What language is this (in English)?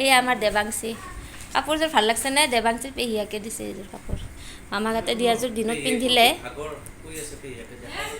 Assamese